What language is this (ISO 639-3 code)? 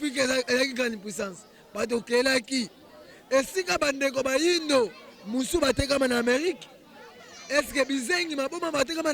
lin